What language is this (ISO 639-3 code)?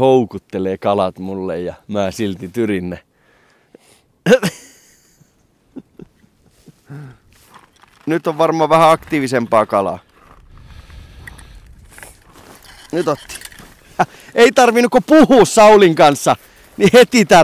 fin